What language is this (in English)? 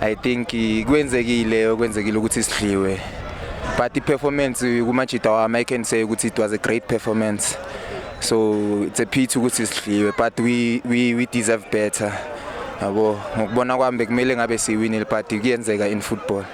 Zulu